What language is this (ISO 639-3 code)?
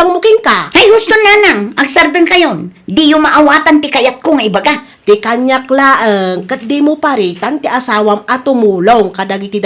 ilo